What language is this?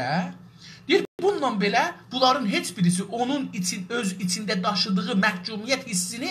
South Azerbaijani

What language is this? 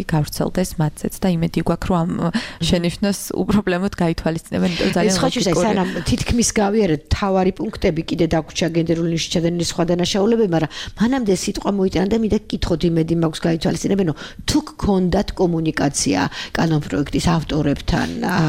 Georgian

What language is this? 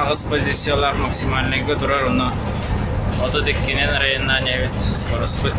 Yakut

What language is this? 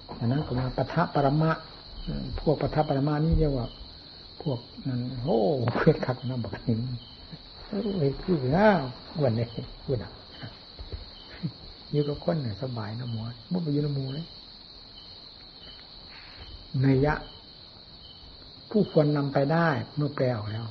Thai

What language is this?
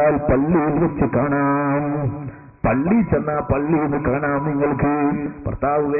Malayalam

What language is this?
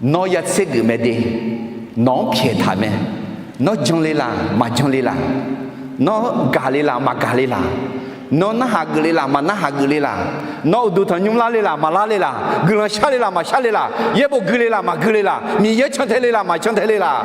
Akha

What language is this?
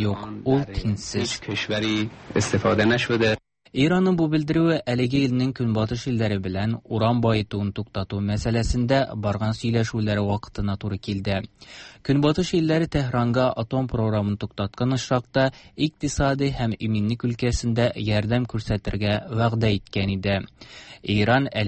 Tatar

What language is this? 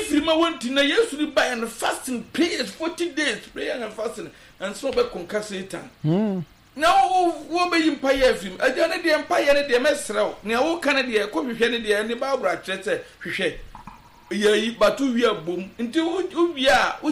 Akan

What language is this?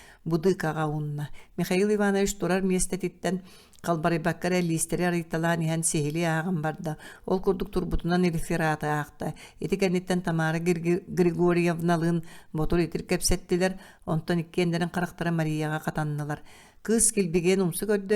Yakut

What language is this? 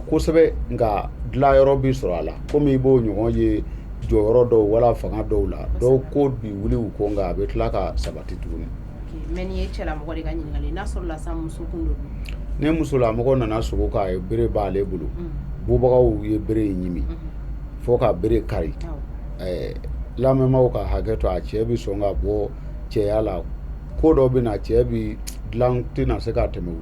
Bambara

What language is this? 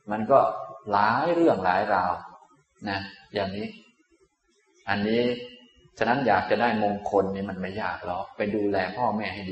Thai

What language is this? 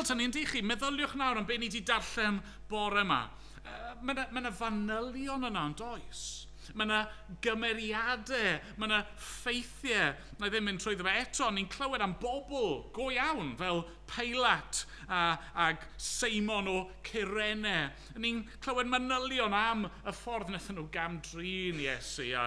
Welsh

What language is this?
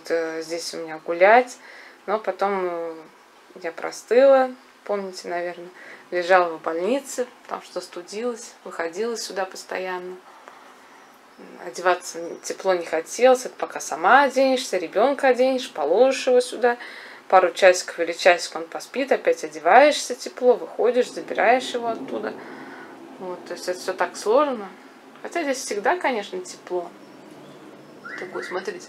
Russian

